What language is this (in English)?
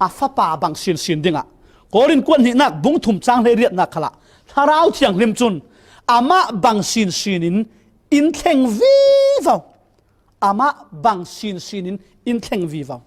Falam Chin